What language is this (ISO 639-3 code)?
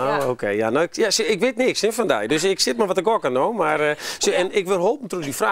fry